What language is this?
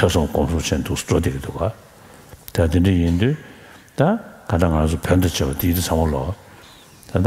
Tibetan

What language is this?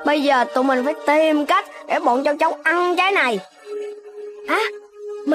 Vietnamese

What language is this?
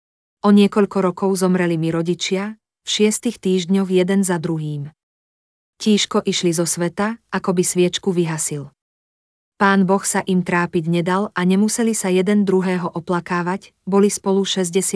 Slovak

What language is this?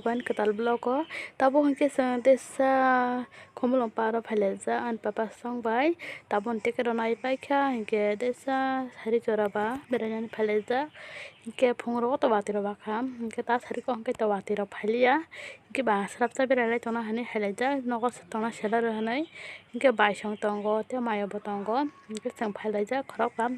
Kok Borok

